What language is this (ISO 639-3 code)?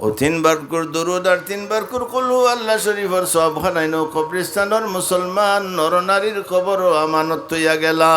syl